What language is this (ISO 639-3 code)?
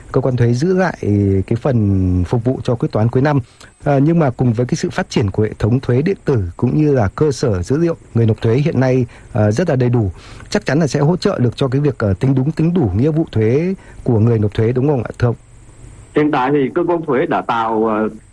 vie